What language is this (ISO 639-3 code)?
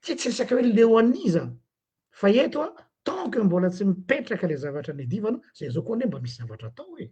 mlg